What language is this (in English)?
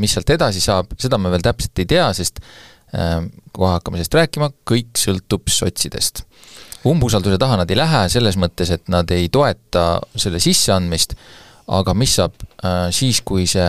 Estonian